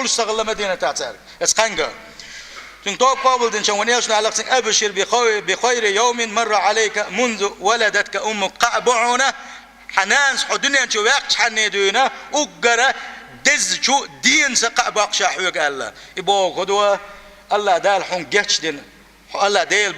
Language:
Chechen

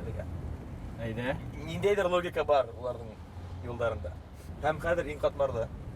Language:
Bashkir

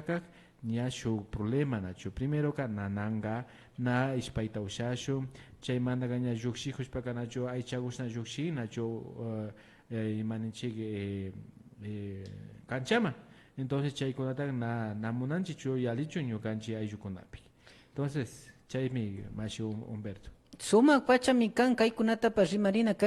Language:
Imbabura Highland Quichua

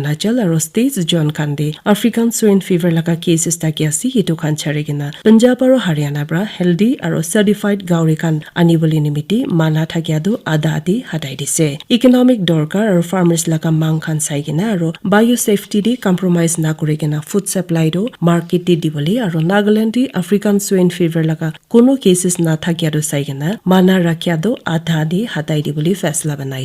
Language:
Naga Pidgin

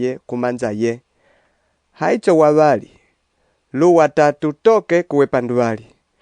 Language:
Umbundu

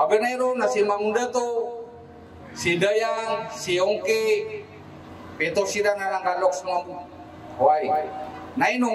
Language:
Maranao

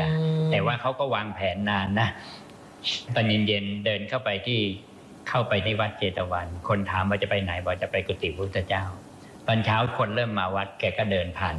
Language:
Thai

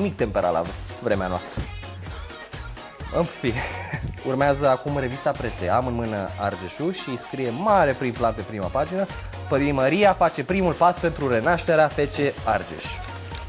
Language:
Romanian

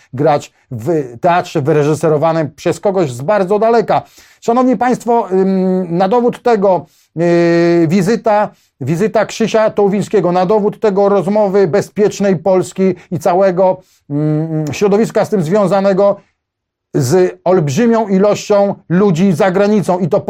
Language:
Polish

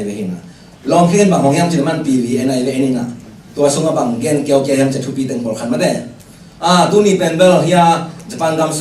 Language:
Tedim Chin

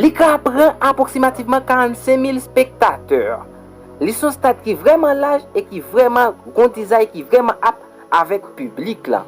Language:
Haitian Creole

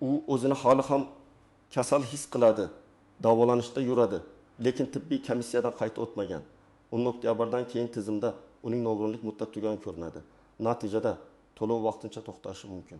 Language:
Uzbek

